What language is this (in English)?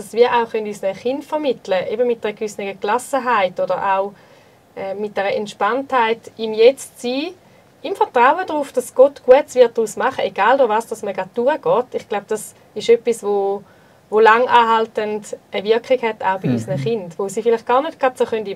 Swiss German